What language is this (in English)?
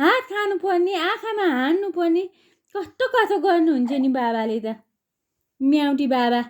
Nepali